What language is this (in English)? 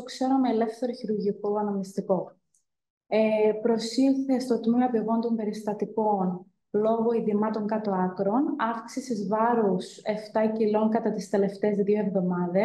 Greek